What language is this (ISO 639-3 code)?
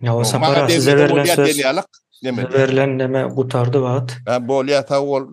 tuk